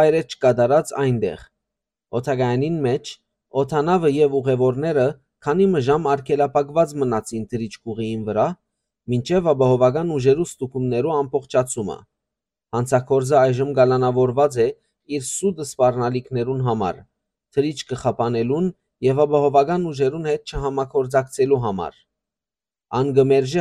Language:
Western Armenian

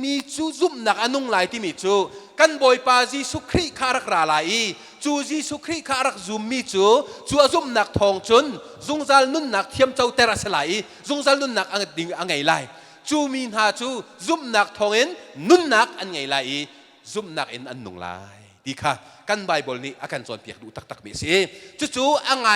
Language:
Hakha Chin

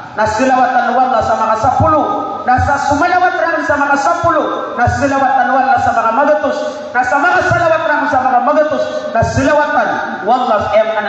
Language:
Maranao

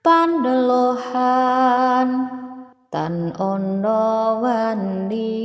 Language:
Javanese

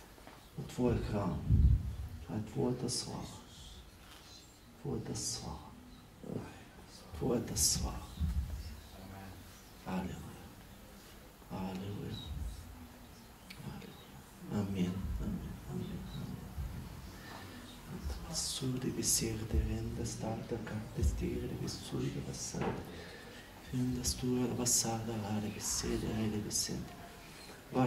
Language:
Bulgarian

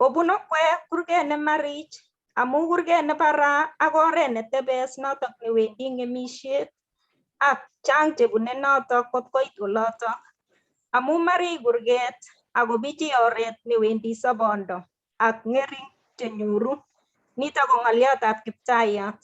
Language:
Kalenjin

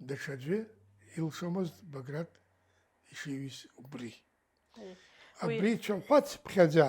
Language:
Abkhazian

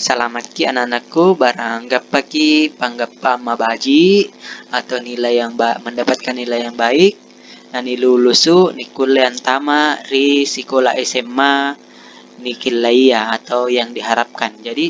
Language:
Makasar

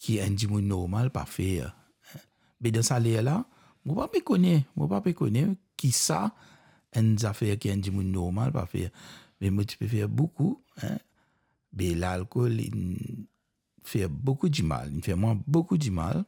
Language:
Morisyen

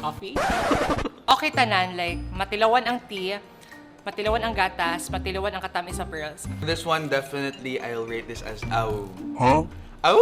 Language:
Cebuano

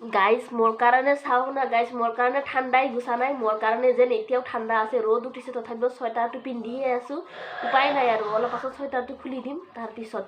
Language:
Assamese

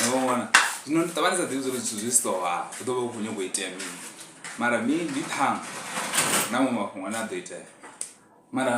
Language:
Venda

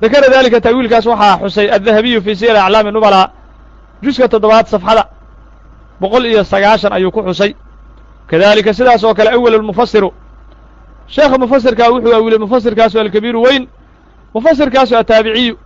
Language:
Somali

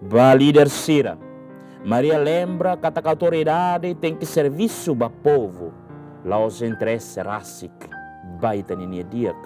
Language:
Tetum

